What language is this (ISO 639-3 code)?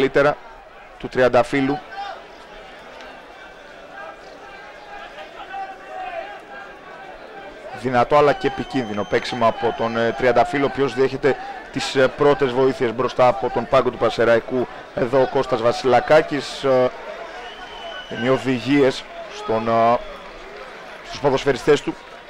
ell